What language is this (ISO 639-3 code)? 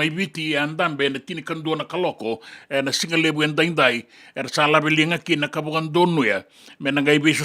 fij